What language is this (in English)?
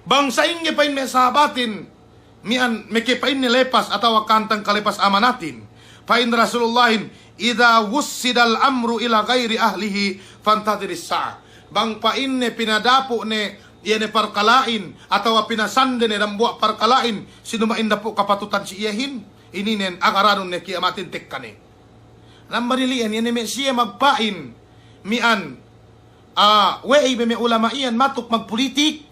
Yakan